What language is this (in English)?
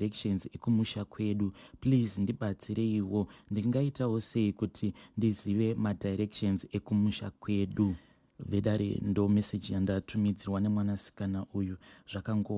Shona